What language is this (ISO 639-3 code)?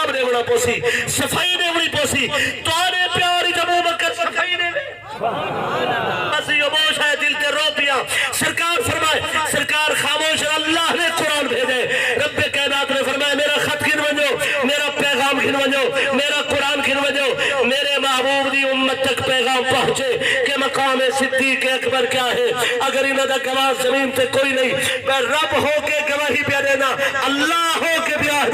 skr